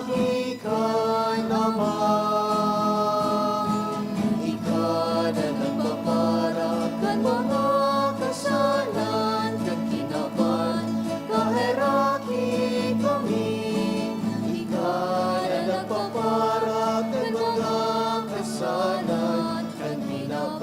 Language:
Bikol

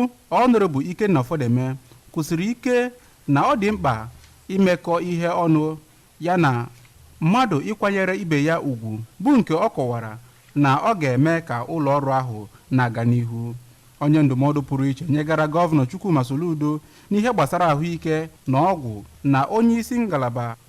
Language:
Igbo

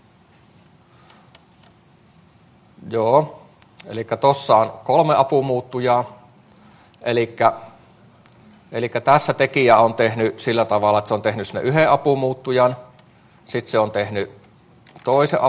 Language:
Finnish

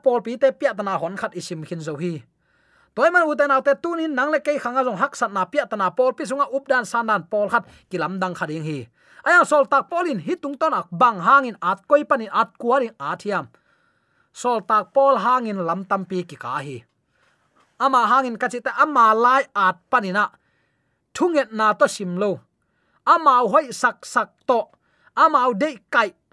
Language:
Tedim Chin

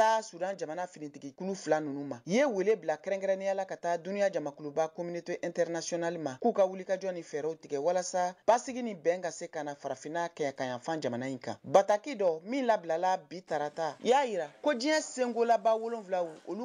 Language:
Bambara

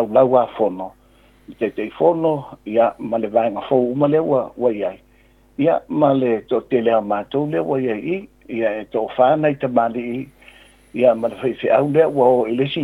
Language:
Samoan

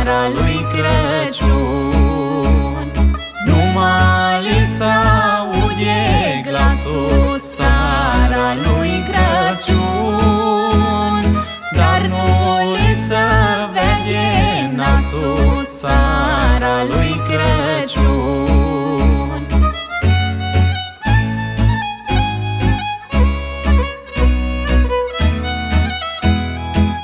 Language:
Romanian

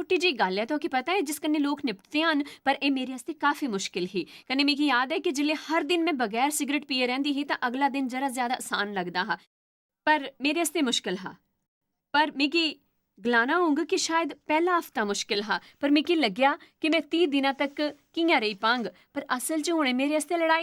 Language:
Dogri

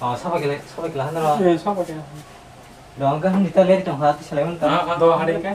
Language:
Kok Borok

